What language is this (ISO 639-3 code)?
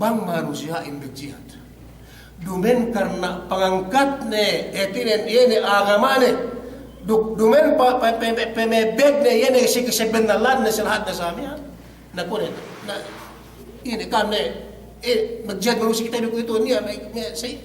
yka